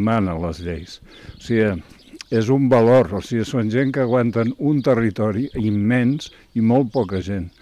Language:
Catalan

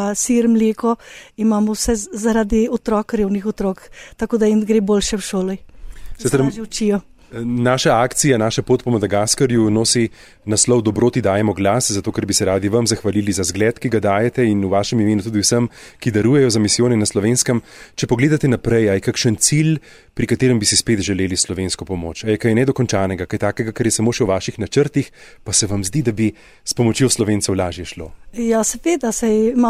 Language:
Slovenian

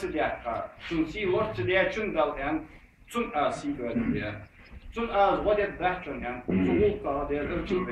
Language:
Ingush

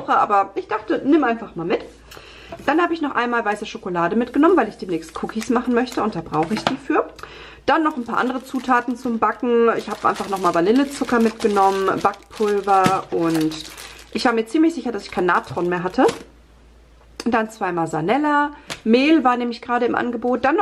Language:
German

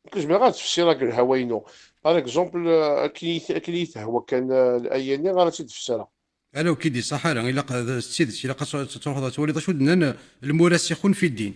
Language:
Kabyle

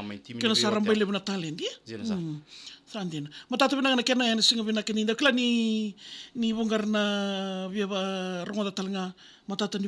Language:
Fijian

